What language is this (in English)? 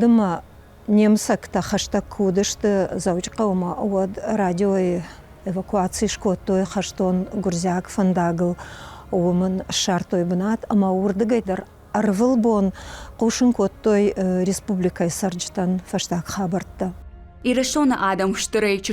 Ossetic